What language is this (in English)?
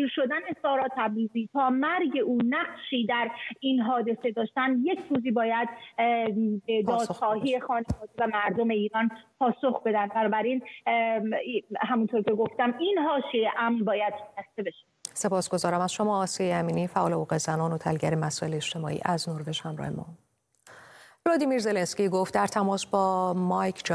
Persian